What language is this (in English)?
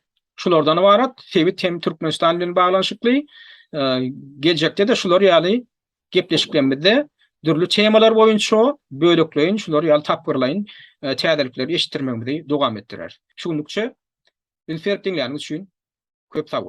Turkmen